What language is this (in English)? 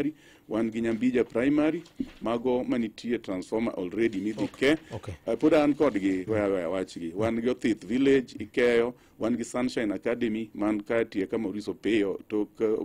Luo (Kenya and Tanzania)